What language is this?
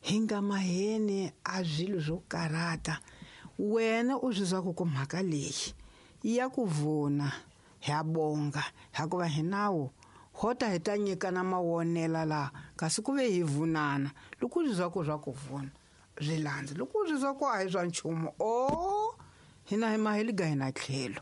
Tsonga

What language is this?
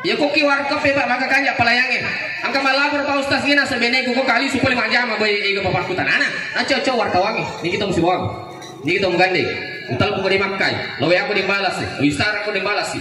Buginese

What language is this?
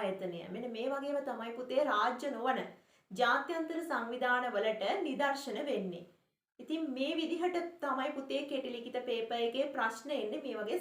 Sinhala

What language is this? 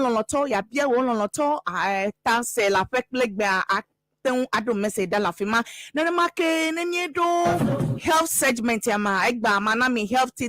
Ewe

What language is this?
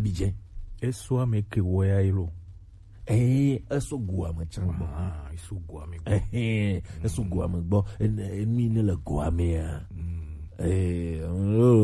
Gen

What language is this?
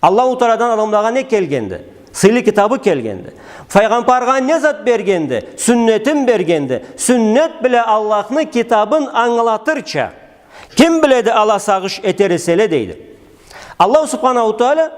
Karachay-Balkar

